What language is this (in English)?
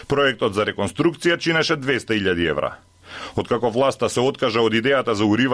Macedonian